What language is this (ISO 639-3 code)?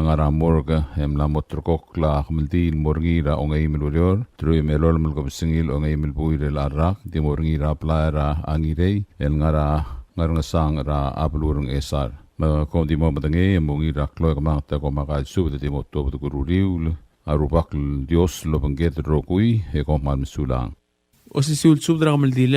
pau